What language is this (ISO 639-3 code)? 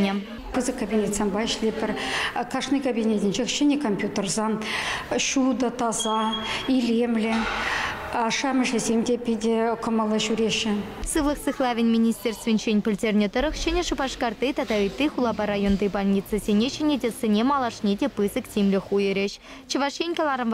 chv